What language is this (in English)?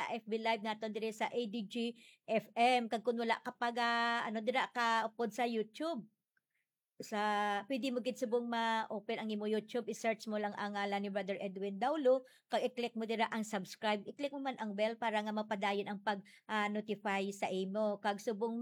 Hiligaynon